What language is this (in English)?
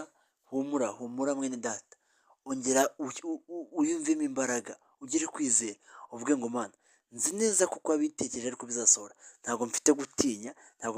Kinyarwanda